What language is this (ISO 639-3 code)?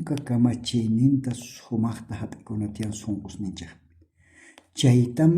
quh